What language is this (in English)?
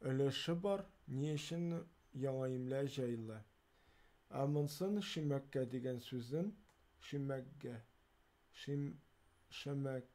Tatar